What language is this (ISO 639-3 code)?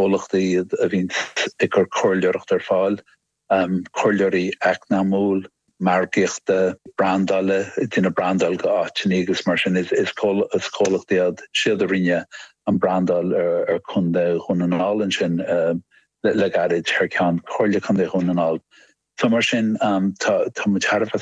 gle